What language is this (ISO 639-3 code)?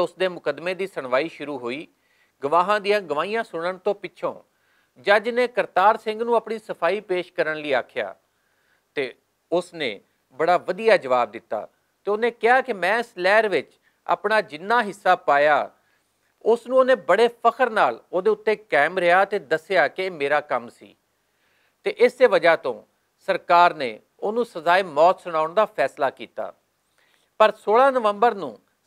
lah